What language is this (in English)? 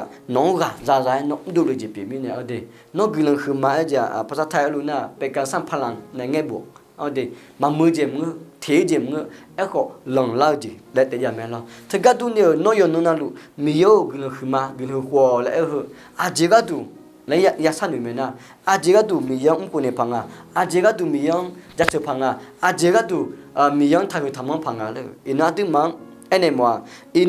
Akha